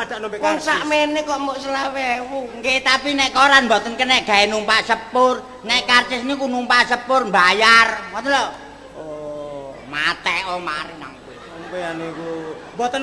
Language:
Javanese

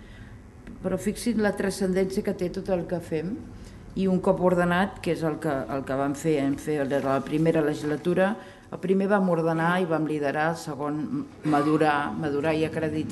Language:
Catalan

